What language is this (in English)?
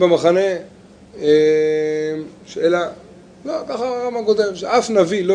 Hebrew